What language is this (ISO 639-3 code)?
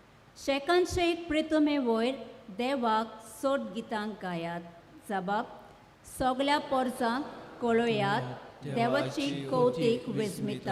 kok